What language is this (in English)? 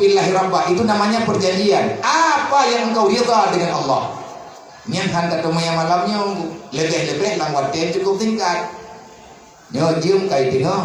Achinese